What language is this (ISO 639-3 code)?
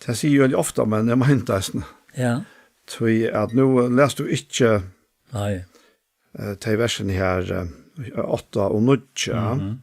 fao